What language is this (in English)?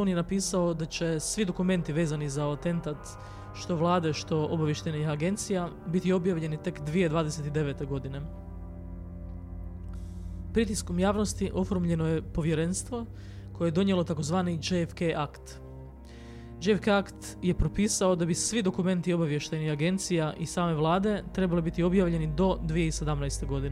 Croatian